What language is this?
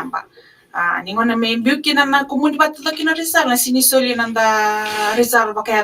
Fijian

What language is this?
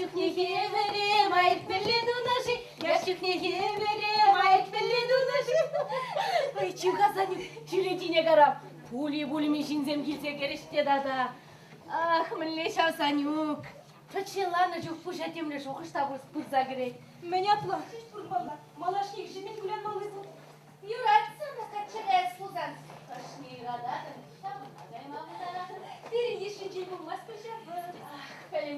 Chuvash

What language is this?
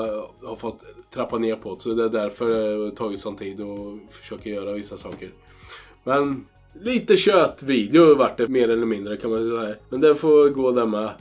Swedish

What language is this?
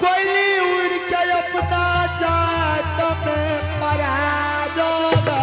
Angika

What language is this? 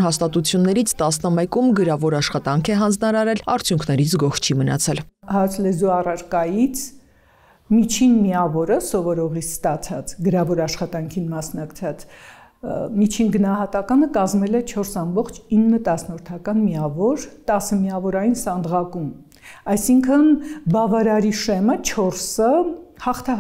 Armenian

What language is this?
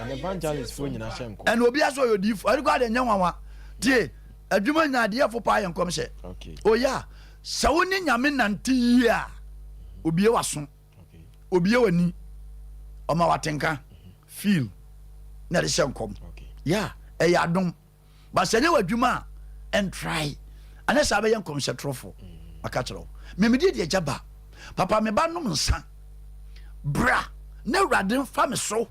Akan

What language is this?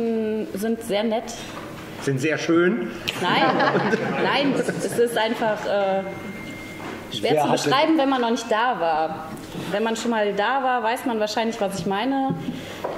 German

